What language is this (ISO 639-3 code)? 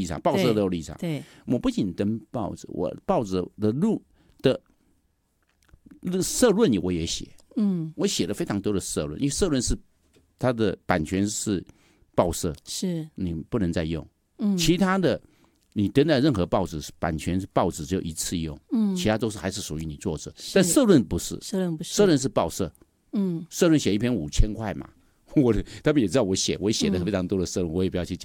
zho